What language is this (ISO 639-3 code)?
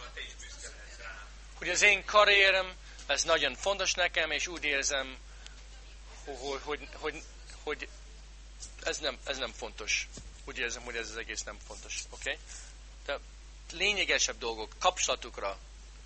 hun